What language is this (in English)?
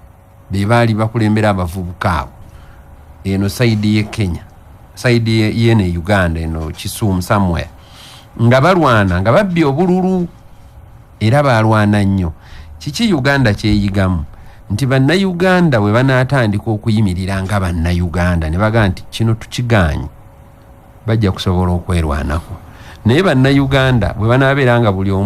Ganda